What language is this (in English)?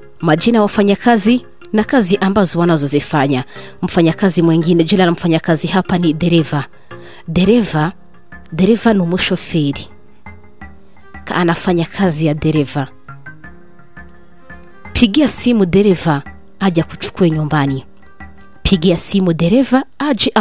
Kinyarwanda